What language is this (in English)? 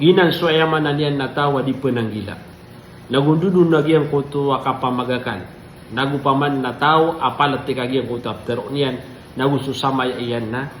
Maranao